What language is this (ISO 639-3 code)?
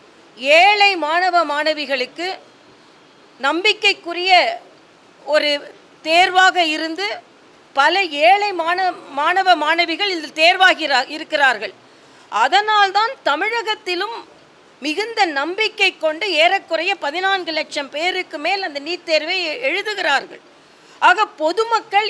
tam